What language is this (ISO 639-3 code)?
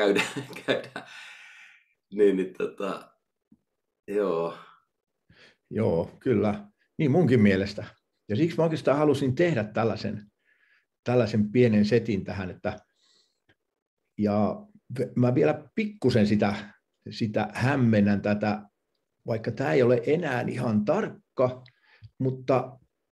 fin